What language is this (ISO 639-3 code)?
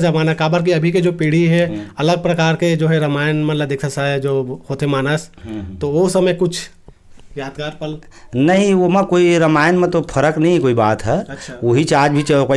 hne